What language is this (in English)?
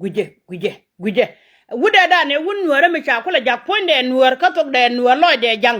Nuer